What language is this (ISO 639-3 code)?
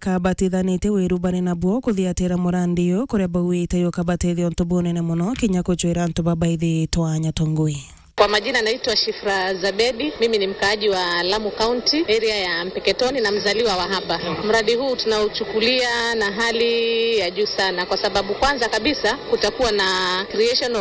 mer